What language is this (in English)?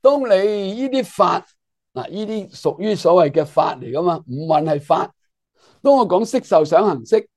Cantonese